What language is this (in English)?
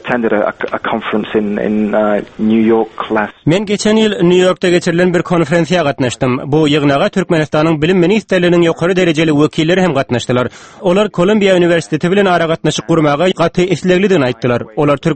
Turkmen